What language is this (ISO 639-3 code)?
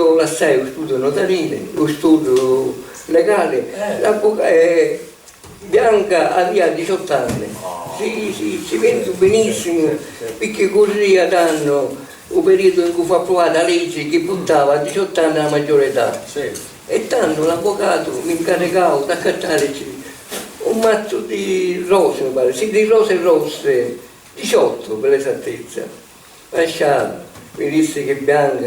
scn